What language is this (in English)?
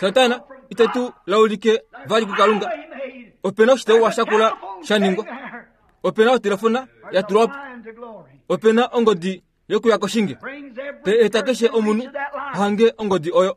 Kuanyama